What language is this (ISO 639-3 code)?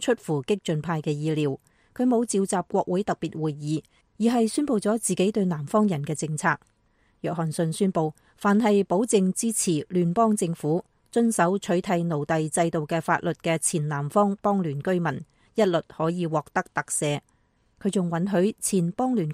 yue